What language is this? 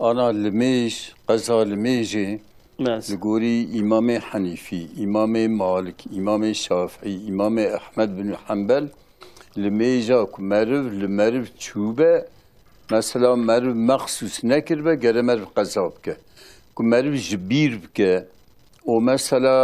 Kurdish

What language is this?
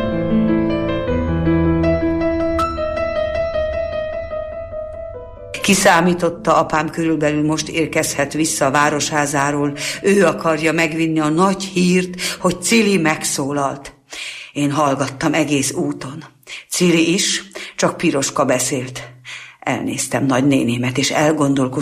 Hungarian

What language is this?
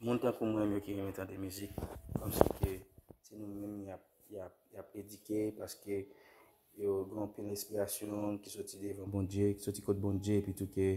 Haitian Creole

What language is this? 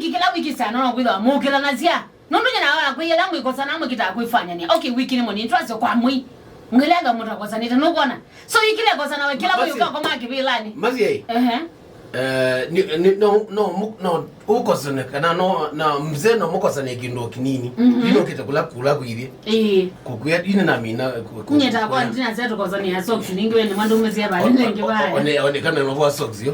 Kamba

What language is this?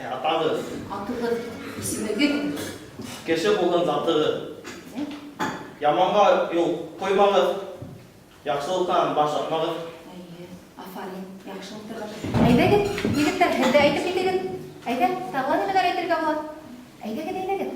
Bashkir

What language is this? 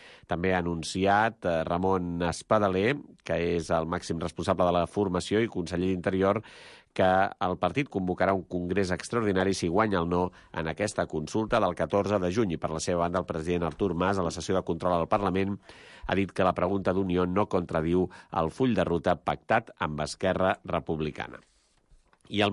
Catalan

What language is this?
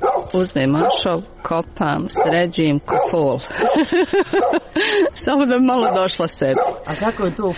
Croatian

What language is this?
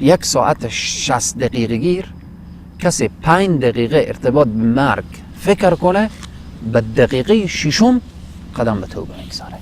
Persian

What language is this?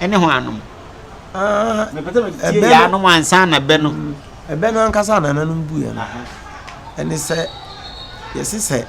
Akan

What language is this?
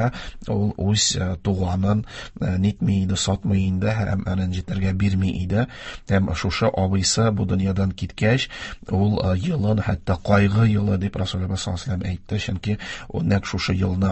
Tatar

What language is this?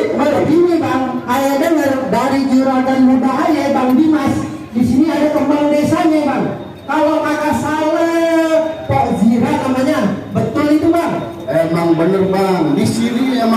Betawi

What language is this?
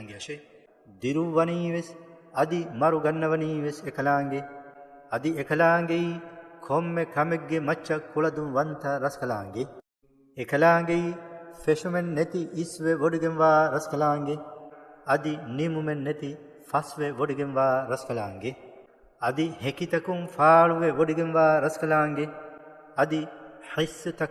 Divehi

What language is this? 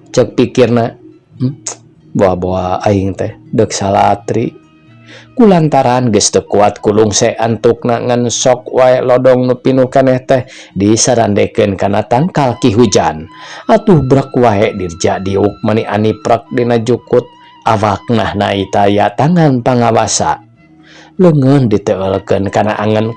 Sundanese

